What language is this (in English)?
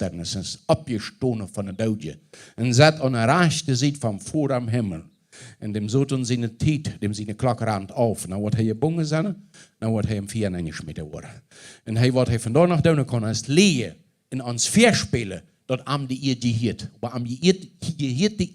Plautdietsch